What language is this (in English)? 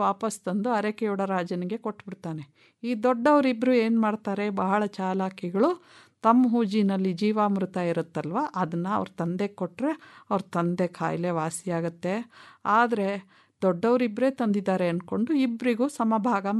Kannada